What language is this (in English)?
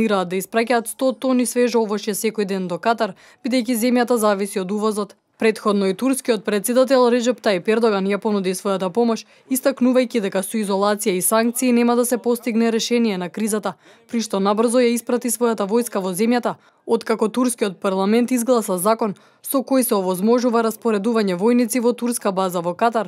Macedonian